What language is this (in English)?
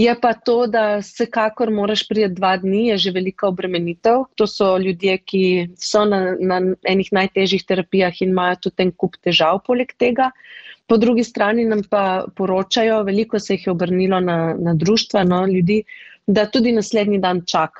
Slovenian